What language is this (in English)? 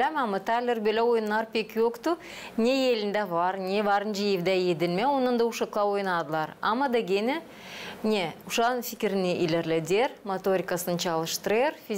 Gagauz